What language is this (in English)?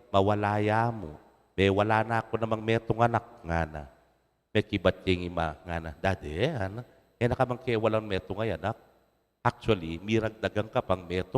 Pampanga